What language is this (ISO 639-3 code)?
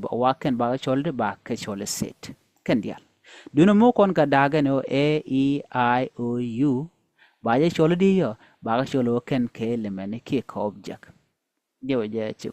nus